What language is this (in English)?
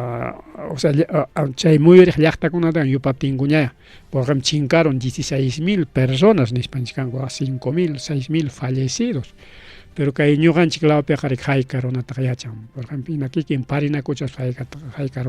Ayacucho Quechua